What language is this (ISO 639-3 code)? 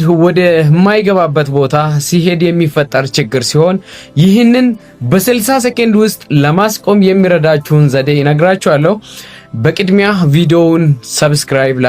amh